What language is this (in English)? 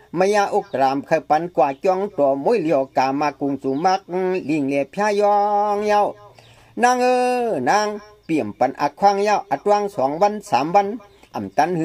Shan